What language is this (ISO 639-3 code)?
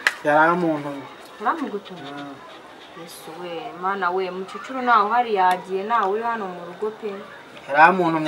kin